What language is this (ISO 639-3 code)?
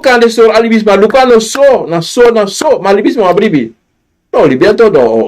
srn